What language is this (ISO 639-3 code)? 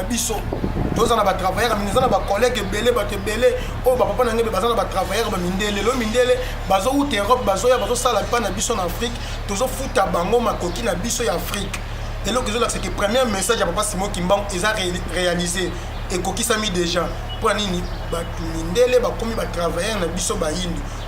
lin